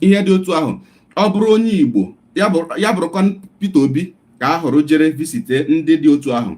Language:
Igbo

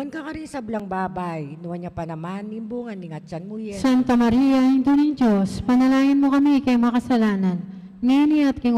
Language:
Pampanga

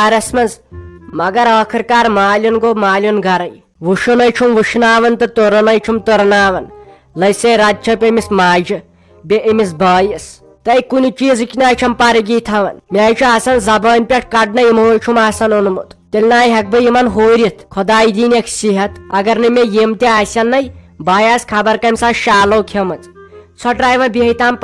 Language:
Kashmiri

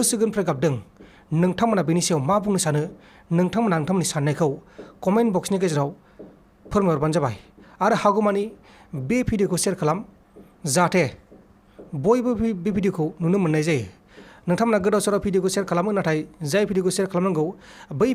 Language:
Bodo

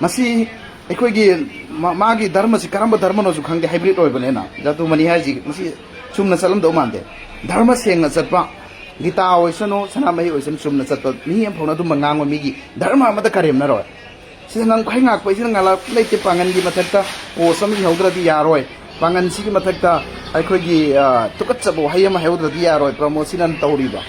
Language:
Manipuri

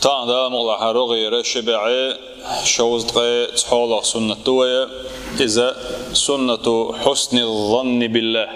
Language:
Chechen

